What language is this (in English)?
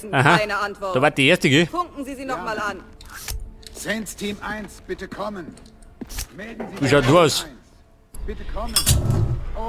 Bavarian